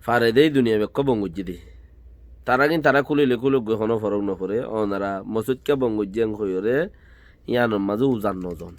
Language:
Rohingya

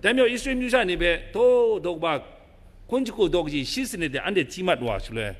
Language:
Kachin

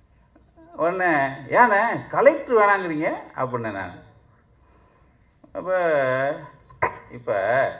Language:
Tamil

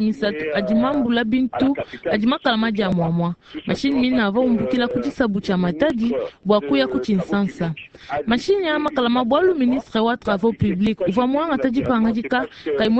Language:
Luba-Lulua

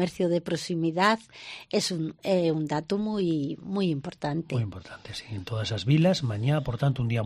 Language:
Galician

